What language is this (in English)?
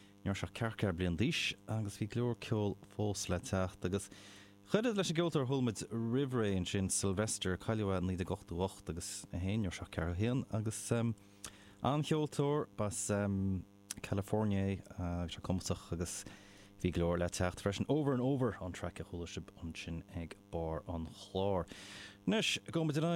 Irish